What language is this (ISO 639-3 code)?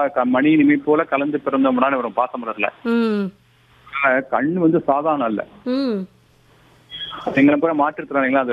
tam